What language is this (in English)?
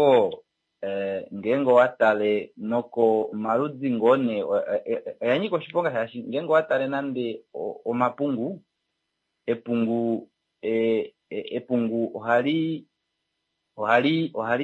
Kuanyama